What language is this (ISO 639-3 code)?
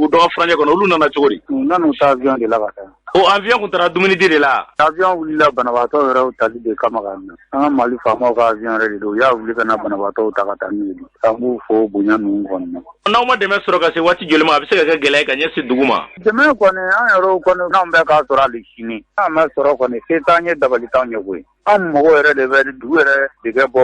bam